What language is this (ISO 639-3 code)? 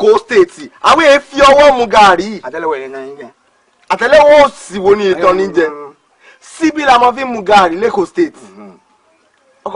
yor